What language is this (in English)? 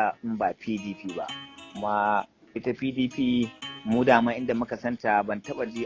Hausa